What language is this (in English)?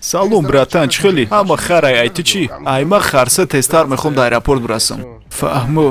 Tajik